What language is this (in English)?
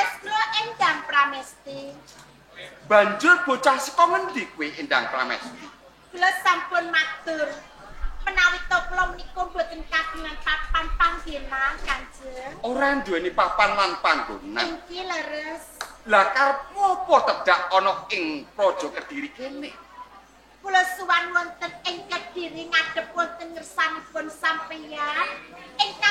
Javanese